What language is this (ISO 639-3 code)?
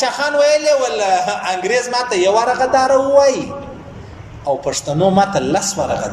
pus